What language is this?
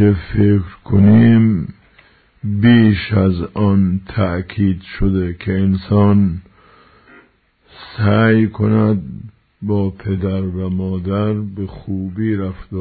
Persian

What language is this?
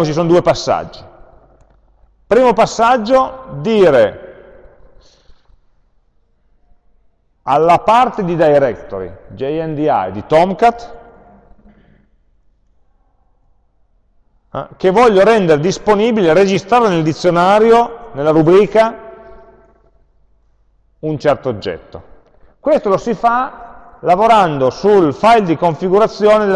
Italian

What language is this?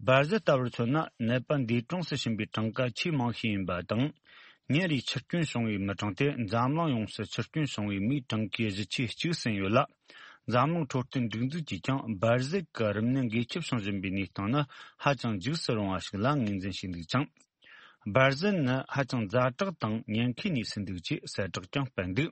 Tibetan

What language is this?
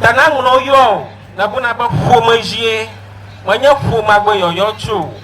Ewe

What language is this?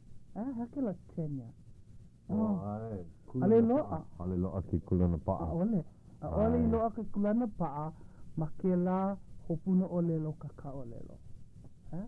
Hawaiian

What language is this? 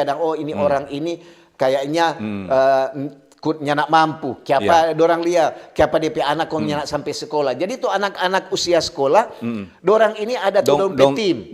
Manado Malay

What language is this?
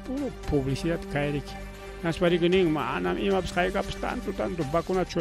Ayacucho Quechua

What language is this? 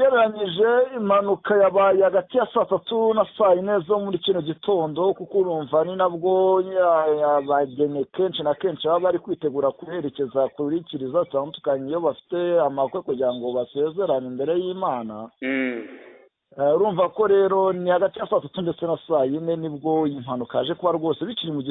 Kinyarwanda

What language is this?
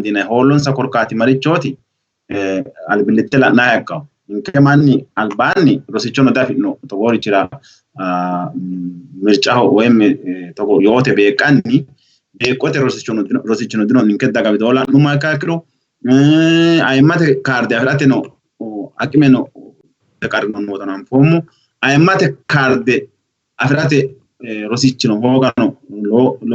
Sidamo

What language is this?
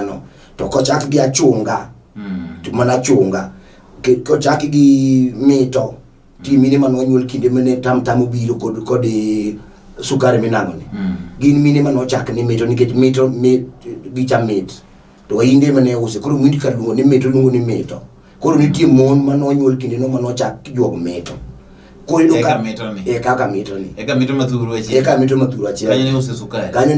Luo (Kenya and Tanzania)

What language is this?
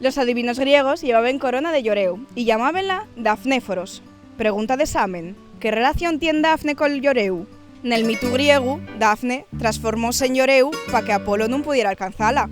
Asturian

